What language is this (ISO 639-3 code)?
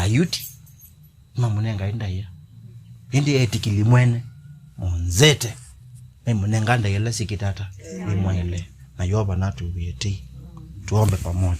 kam